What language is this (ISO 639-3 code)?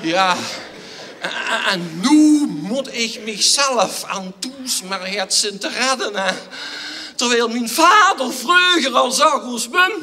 lim